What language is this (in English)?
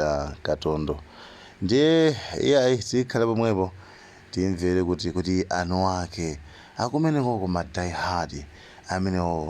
Nyanja